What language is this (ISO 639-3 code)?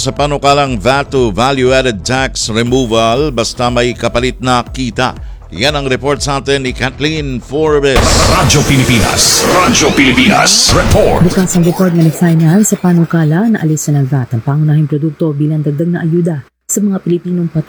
fil